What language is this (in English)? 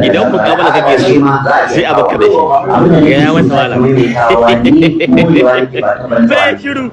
Hausa